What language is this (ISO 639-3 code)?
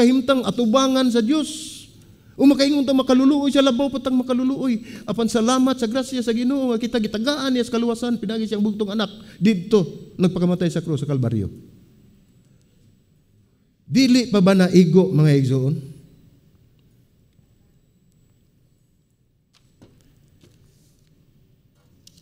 ceb